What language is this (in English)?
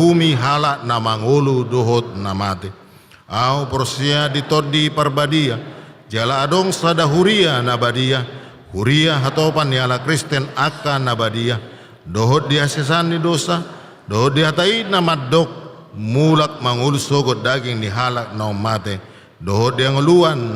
Batak Toba